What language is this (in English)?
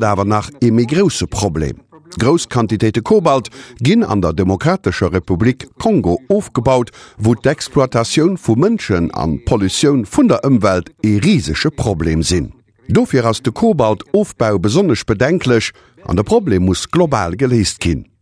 Luxembourgish